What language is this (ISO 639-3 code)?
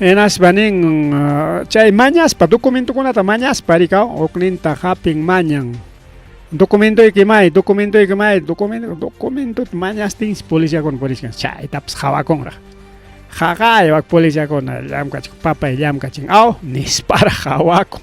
quy